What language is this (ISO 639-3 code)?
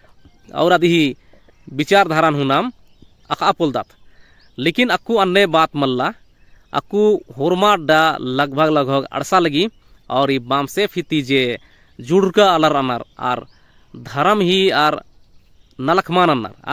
kru